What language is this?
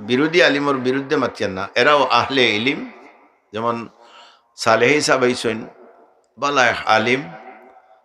Sylheti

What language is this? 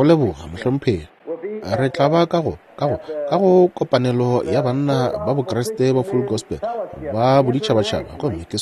Northern Sotho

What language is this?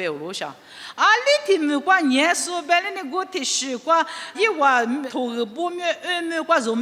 Lisu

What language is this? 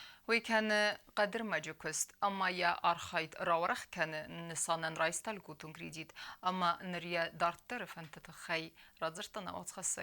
Ossetic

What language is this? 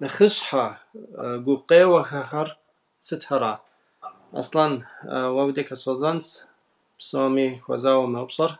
Kabardian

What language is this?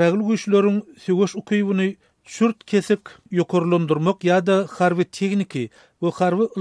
Turkmen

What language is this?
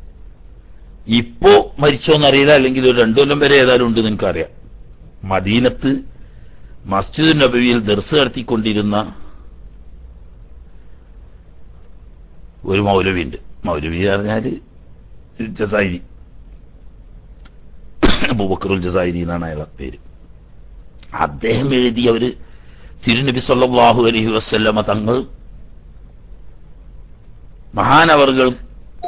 Malayalam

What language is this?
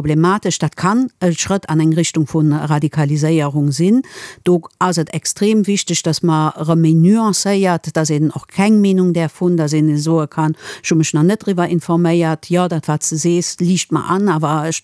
Luxembourgish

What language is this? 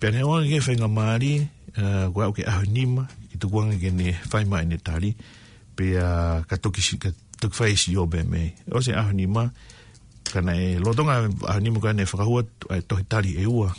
Tongan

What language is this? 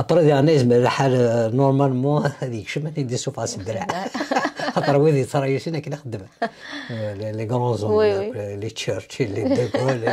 Kabyle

